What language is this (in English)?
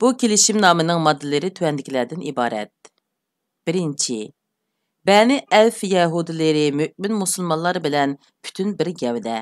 Uyghur